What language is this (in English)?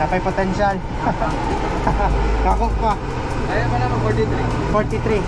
Cebuano